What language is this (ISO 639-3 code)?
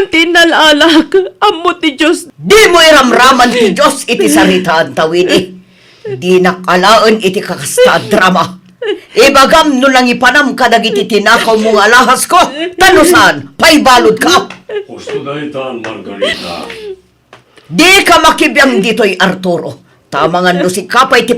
ilo